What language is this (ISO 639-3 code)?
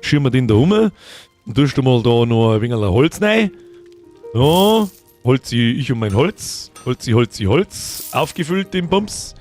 bar